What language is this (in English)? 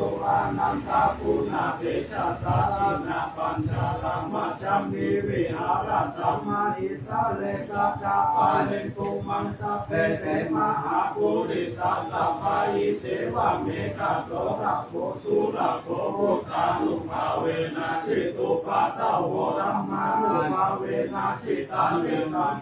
Pali